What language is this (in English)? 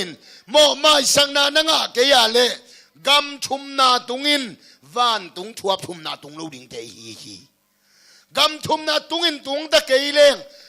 Tedim Chin